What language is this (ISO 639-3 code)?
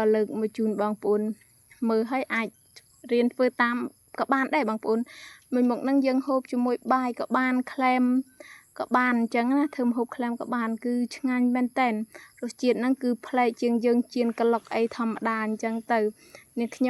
khm